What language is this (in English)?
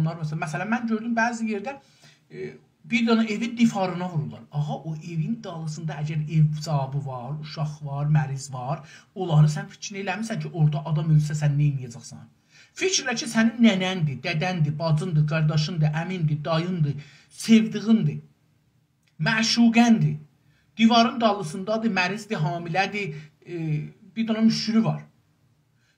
South Azerbaijani